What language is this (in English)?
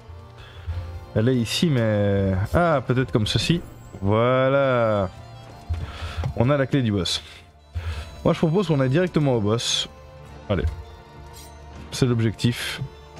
French